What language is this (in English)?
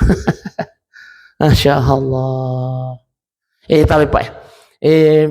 Buginese